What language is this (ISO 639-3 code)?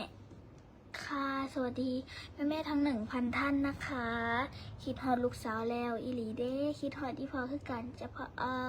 tts